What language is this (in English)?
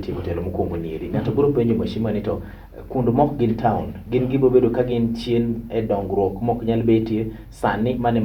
Luo (Kenya and Tanzania)